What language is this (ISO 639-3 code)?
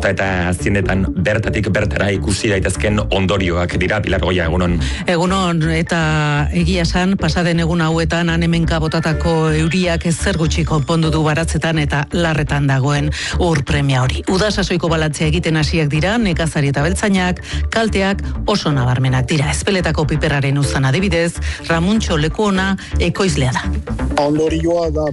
eus